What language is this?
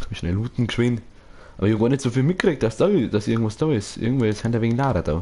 Bavarian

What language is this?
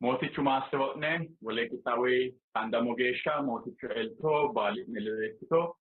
Sidamo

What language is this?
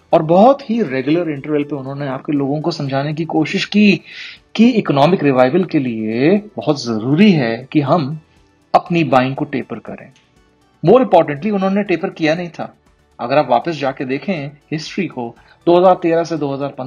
Hindi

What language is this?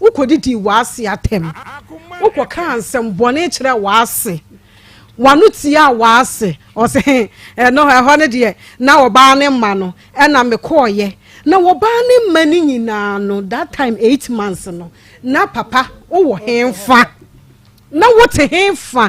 Akan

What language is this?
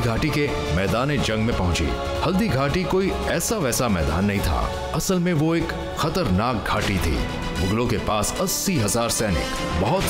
Hindi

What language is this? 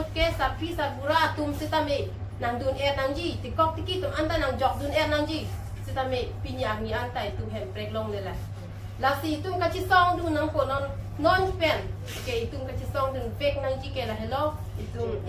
Karbi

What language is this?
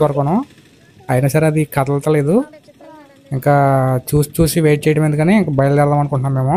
Telugu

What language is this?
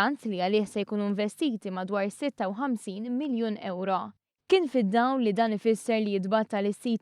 Maltese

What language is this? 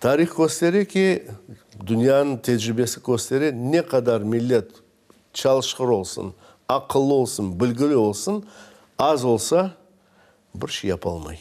Crimean Tatar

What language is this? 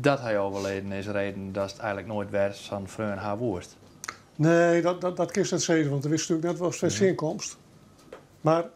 Western Frisian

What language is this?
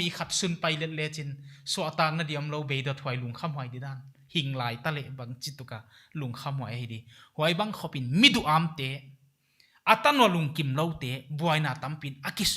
Paite Chin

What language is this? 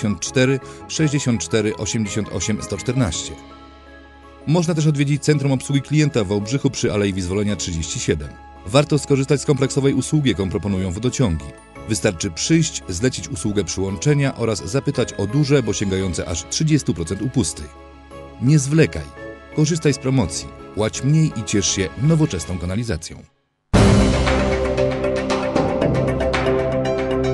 Polish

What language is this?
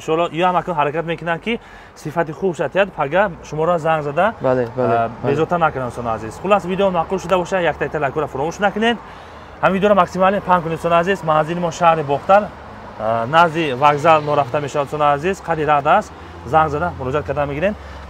Tajik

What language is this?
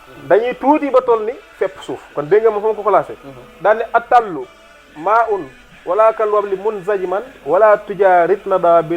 Wolof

